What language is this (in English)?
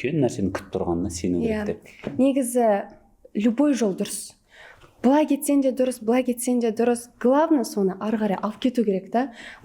Kazakh